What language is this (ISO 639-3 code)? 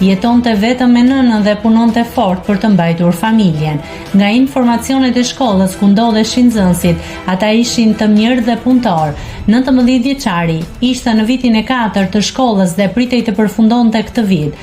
sqi